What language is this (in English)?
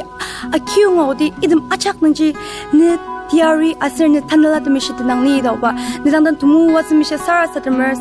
Ao Naga